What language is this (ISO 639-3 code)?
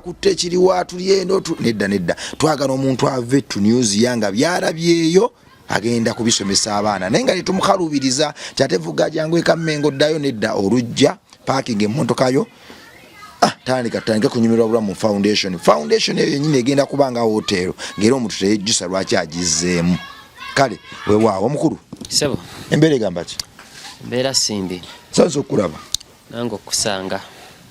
lug